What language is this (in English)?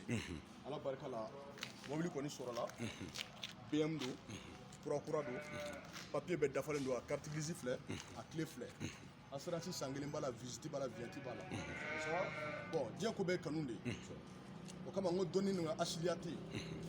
Bambara